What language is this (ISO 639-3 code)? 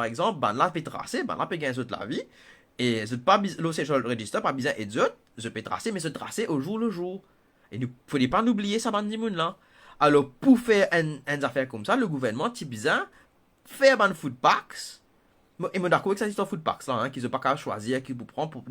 mfe